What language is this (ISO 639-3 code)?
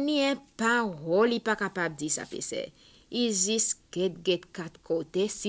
crs